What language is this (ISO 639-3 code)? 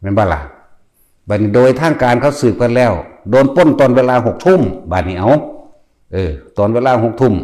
lao